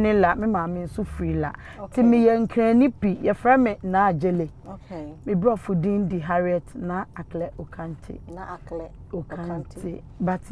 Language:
Akan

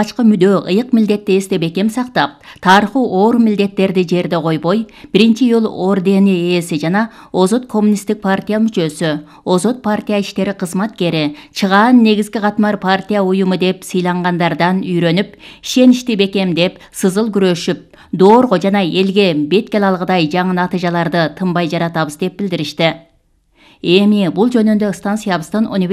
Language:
Kyrgyz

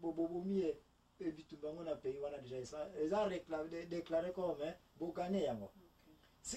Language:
Lingala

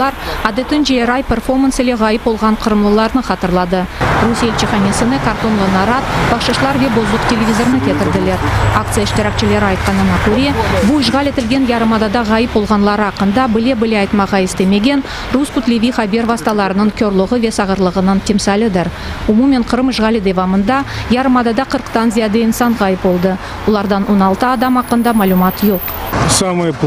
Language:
Crimean Tatar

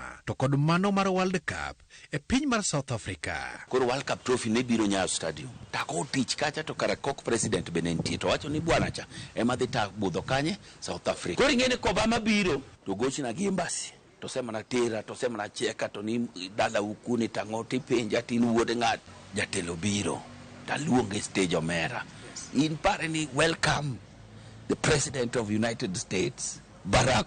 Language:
Luo (Kenya and Tanzania)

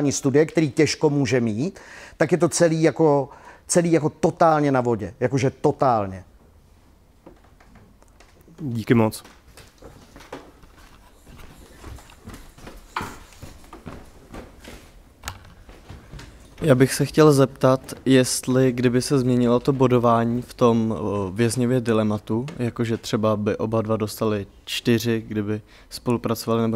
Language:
Czech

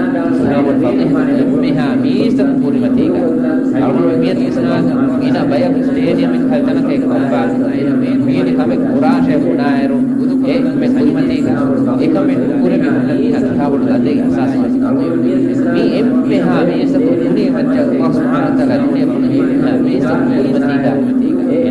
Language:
Divehi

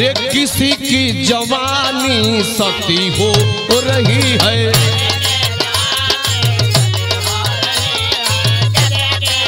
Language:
Bhojpuri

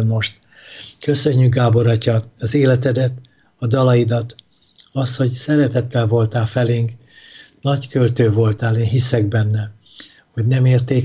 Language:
Hungarian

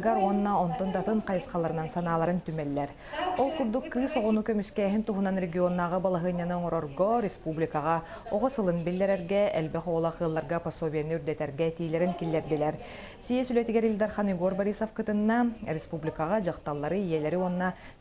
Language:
Yakut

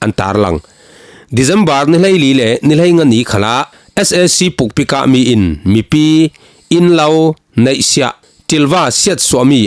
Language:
Falam Chin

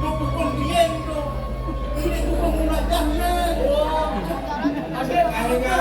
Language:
Balinese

